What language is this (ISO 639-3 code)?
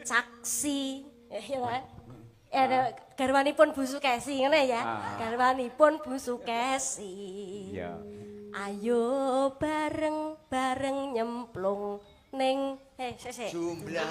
jav